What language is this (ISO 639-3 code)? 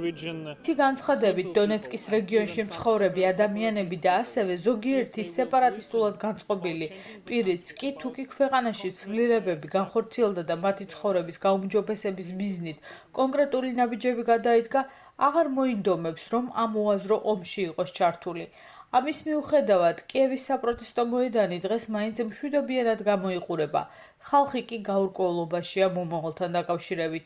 kat